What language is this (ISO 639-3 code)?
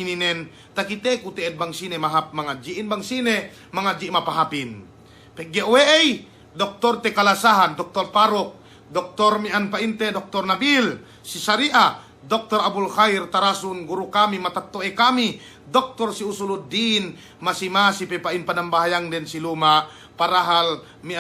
yka